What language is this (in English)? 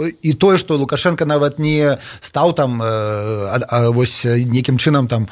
Belarusian